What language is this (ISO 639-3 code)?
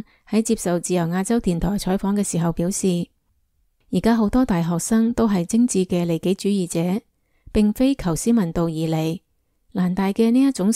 yue